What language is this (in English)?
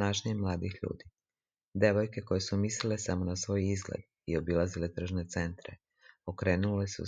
Serbian